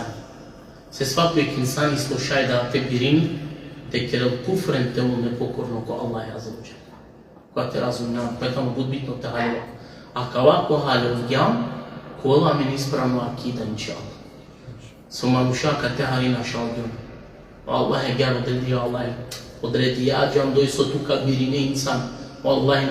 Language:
Balkan Romani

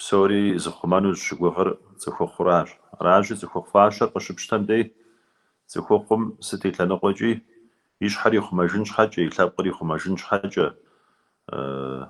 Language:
Kabardian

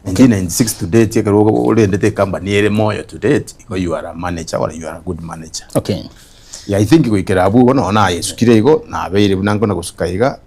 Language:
Gusii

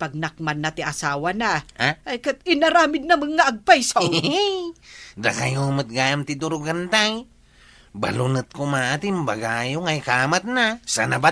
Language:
Iloko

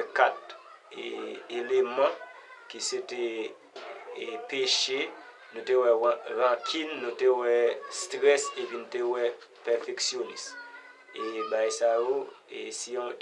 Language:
Haitian Creole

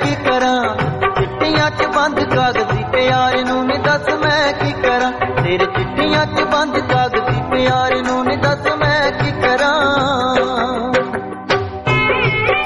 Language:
Punjabi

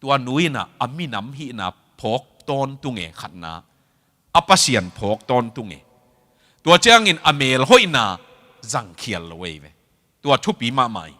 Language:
Tedim Chin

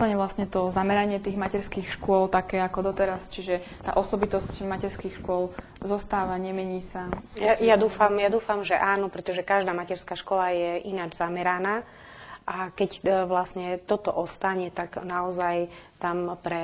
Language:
Slovak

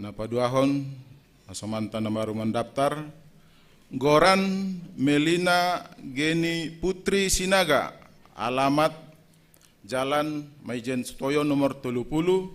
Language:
Batak Simalungun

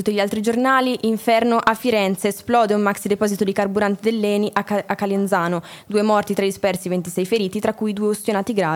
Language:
Italian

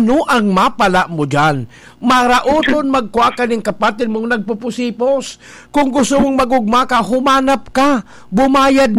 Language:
Bikol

